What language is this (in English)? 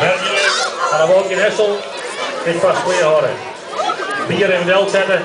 Western Frisian